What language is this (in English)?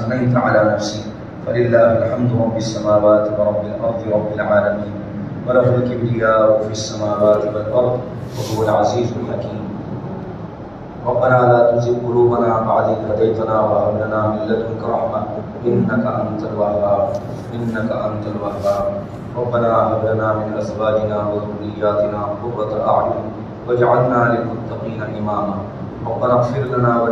Urdu